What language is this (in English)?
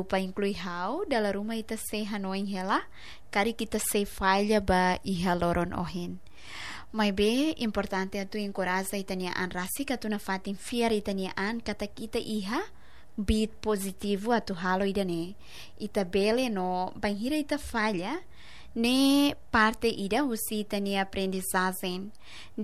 Tetum